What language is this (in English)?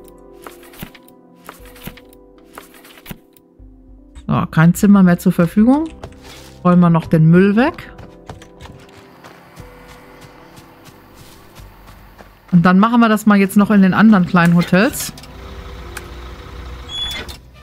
German